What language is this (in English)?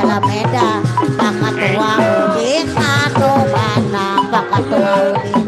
Betawi